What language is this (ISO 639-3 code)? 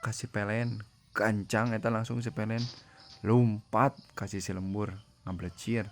sun